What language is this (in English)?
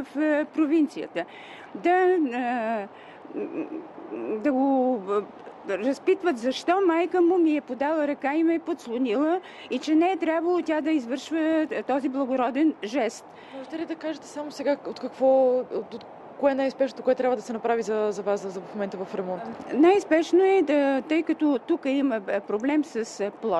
Bulgarian